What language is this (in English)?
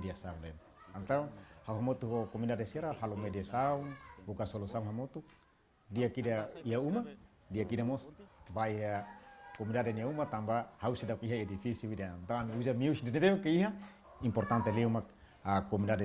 Tetum